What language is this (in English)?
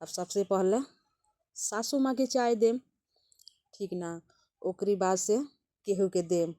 Bhojpuri